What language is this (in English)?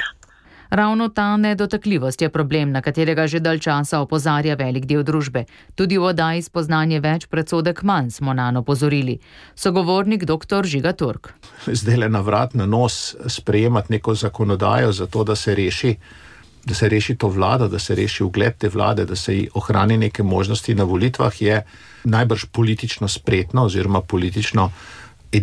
Slovenian